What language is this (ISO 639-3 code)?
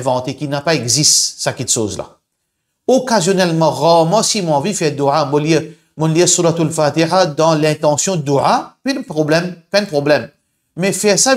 mfe